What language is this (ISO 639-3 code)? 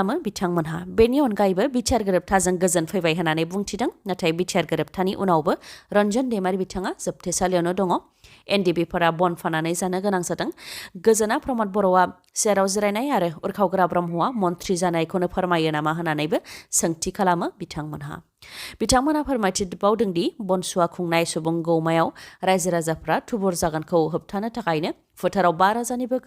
brx